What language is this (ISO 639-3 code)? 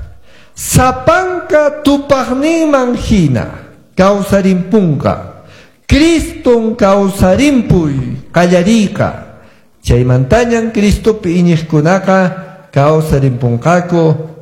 que